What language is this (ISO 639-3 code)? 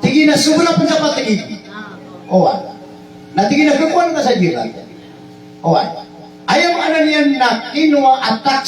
mrw